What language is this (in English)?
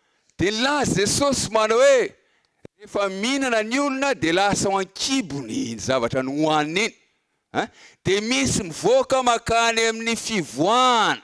Malagasy